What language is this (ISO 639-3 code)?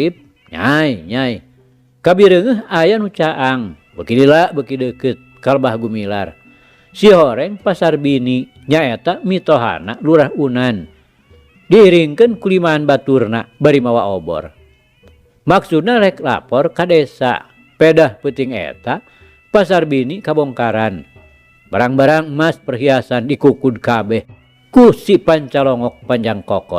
sun